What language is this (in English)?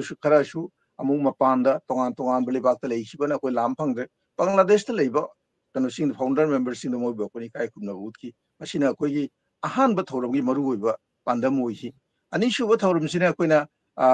Manipuri